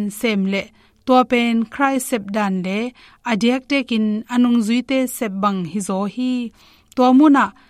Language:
Tedim Chin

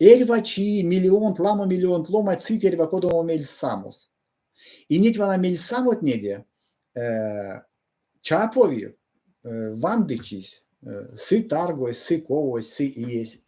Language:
Erzya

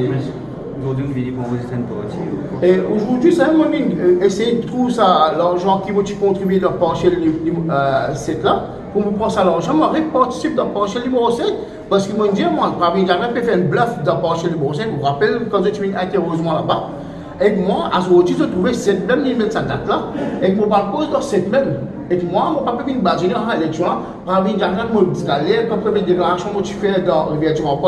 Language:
Morisyen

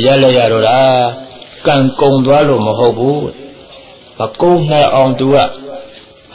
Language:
Burmese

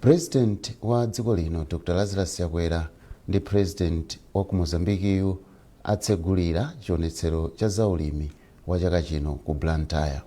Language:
Nyanja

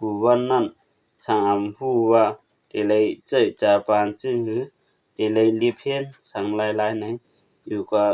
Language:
Shan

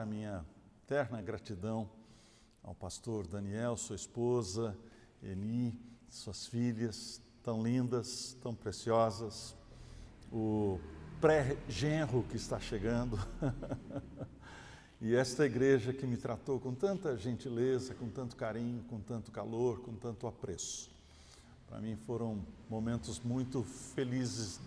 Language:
Portuguese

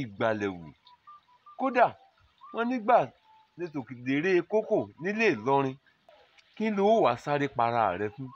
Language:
Yoruba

